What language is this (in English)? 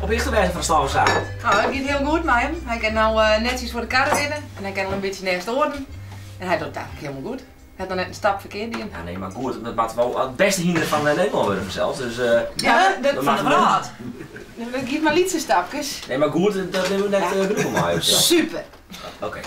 Western Frisian